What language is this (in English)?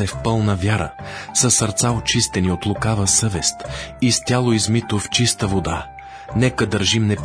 Bulgarian